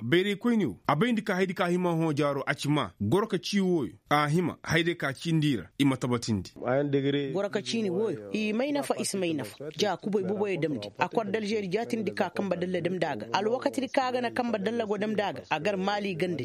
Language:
Koyraboro Senni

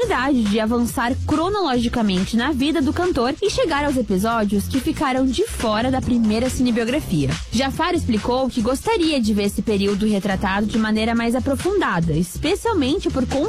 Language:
Portuguese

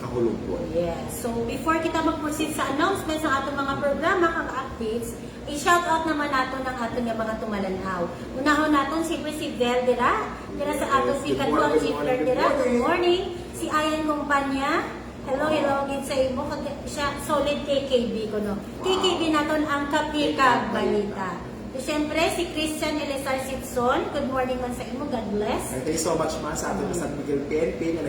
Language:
Hiligaynon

